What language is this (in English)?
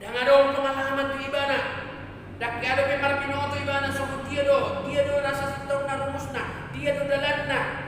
Batak Toba